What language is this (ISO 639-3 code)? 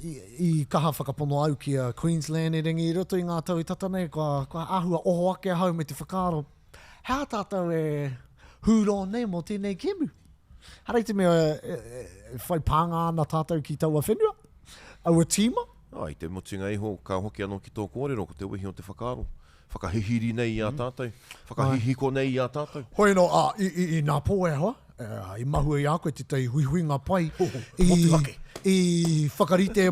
mri